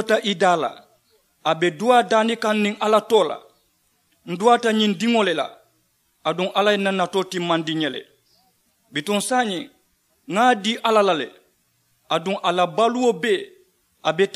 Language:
Mandingo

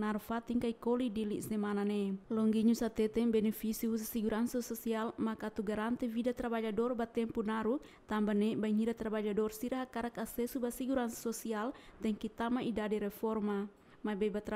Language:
Tetum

